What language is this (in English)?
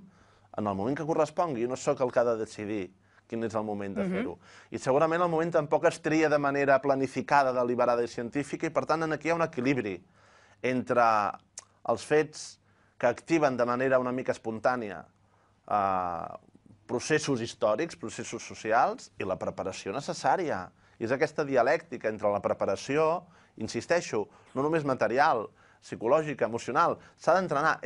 Catalan